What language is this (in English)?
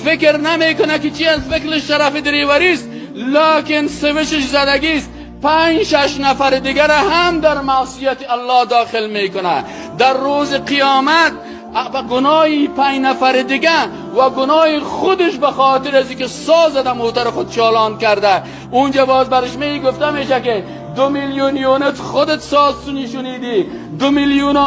Persian